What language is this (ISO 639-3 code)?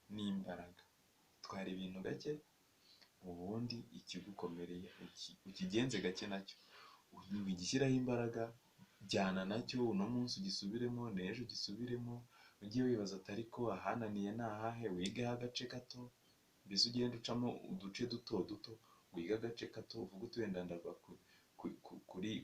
kin